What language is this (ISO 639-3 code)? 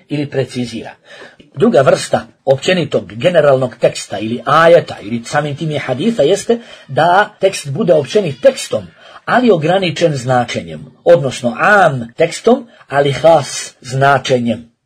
bos